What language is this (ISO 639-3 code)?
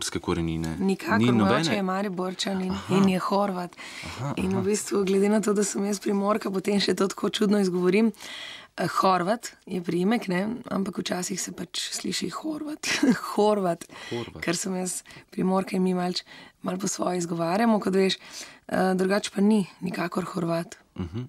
slv